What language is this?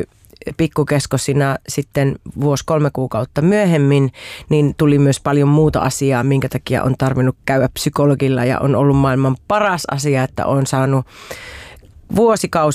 Finnish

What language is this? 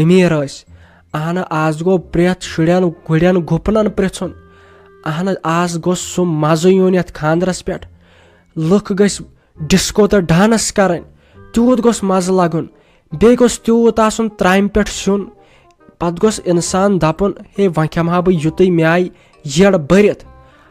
Kashmiri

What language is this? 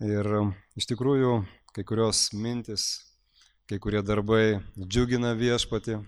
Lithuanian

